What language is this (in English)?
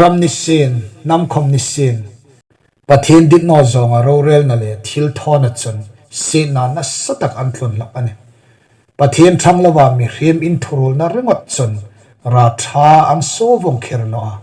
Hmar